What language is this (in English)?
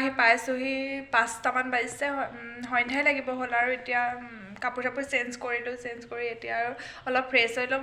Assamese